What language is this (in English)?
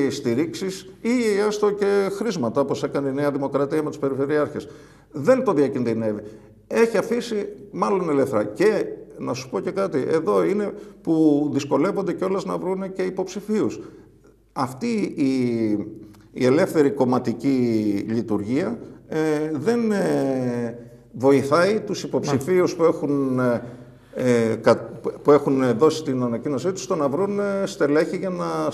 Greek